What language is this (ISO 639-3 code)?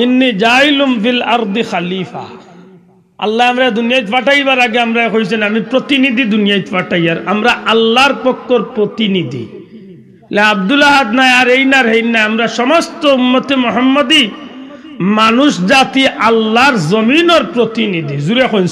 syl